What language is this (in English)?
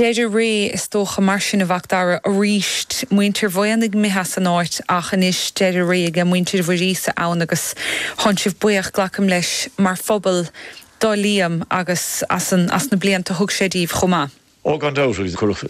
Irish